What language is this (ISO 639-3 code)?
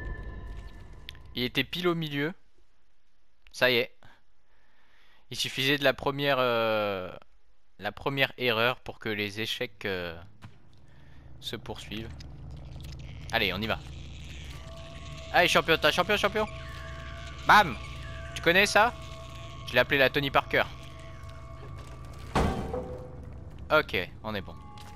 fra